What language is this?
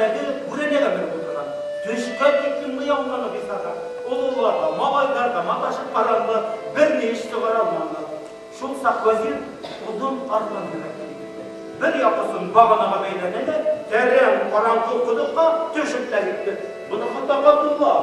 Bashkir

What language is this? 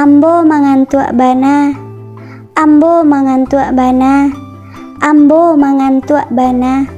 Minangkabau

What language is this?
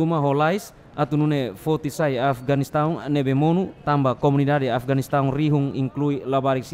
Tetum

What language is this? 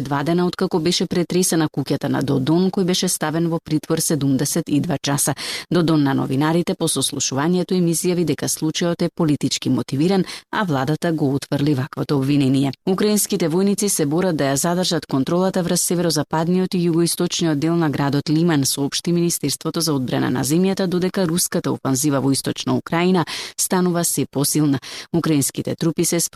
Macedonian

